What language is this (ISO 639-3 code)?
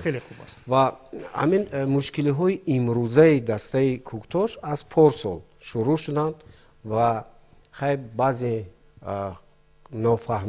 tgk